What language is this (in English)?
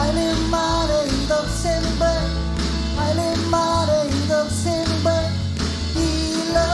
Marshallese